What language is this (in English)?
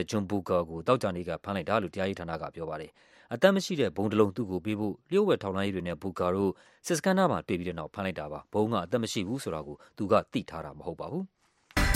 Burmese